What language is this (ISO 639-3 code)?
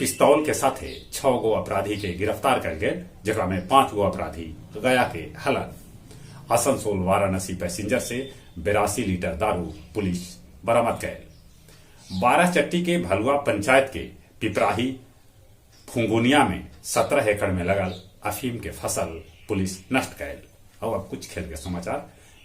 mag